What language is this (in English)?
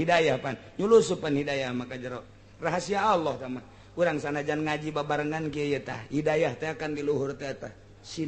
Sundanese